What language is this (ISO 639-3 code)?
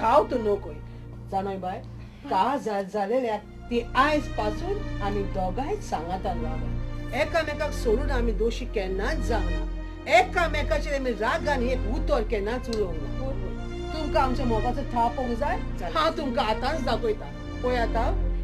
kok